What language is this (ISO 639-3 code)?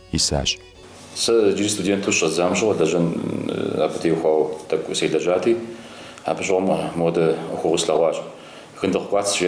kbd